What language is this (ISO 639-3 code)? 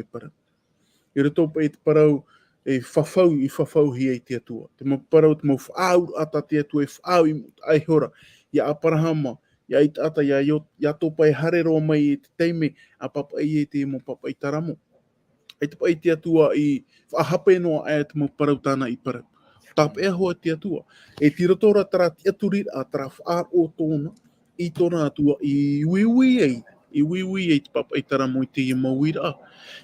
tah